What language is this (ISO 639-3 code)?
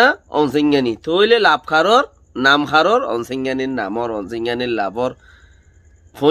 rhg